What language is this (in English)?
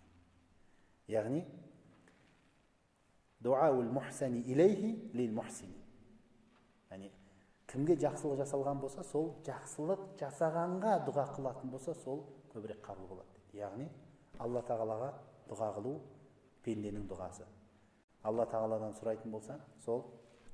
Kazakh